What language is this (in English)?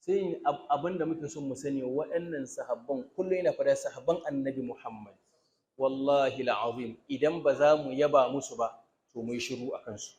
Hausa